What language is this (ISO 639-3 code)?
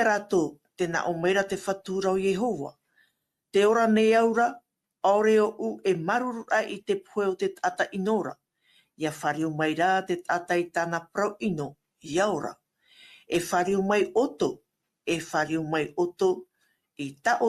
tah